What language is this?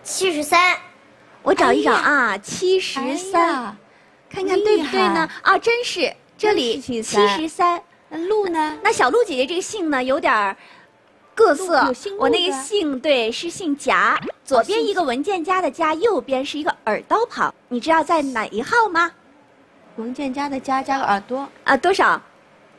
Chinese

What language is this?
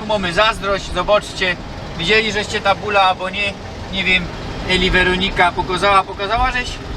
Silesian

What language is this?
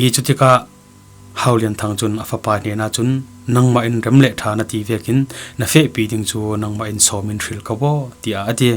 Falam Chin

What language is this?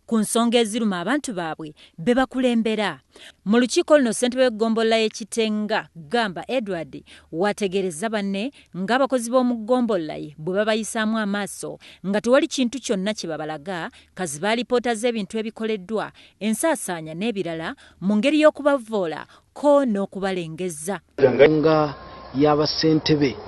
Ganda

